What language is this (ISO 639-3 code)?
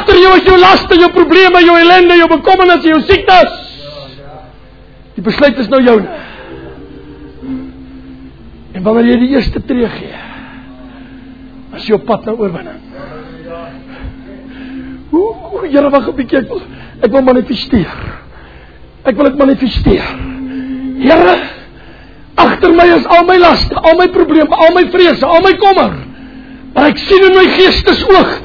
afr